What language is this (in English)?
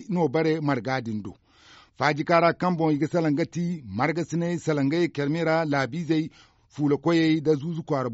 Zarma